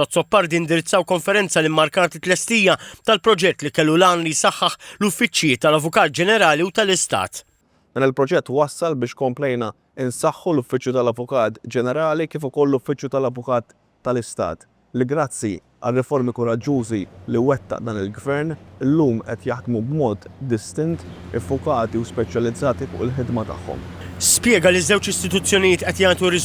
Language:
Maltese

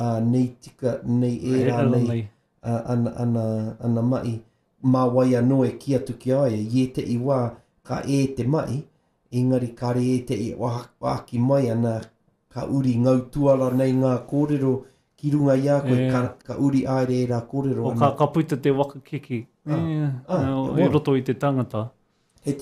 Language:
Māori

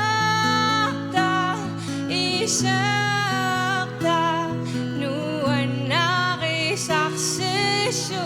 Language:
Kalaallisut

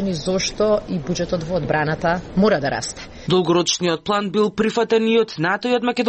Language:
Macedonian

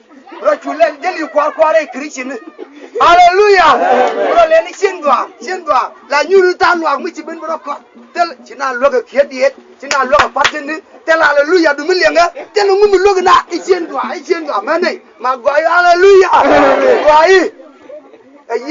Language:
Nuer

